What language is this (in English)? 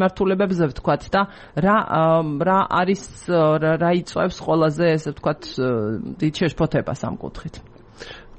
Georgian